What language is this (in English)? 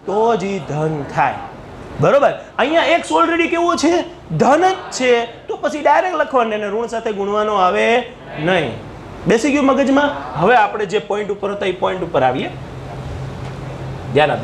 Gujarati